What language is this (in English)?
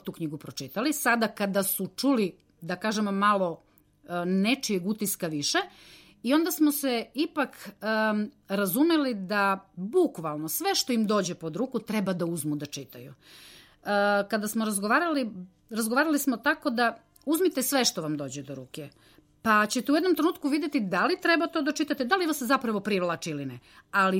Serbian